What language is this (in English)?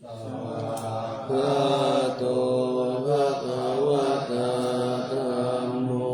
Pali